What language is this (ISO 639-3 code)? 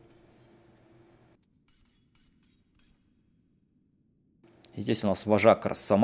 rus